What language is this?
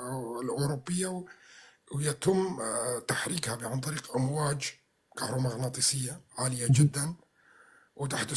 North Levantine Arabic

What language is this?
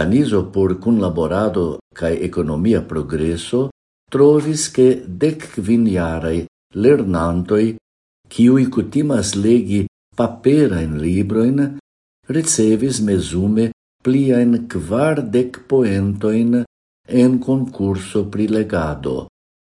Esperanto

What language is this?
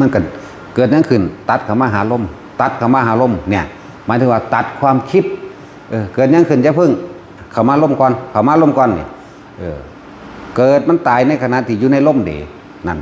Northeastern Thai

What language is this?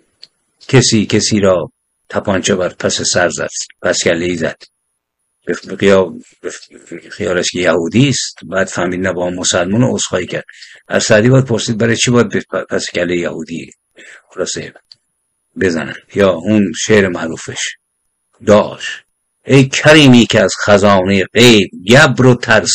Persian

